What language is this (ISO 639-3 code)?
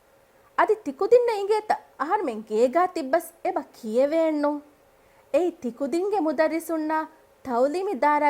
div